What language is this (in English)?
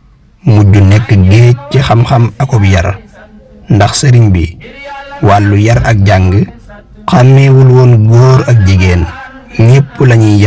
Wolof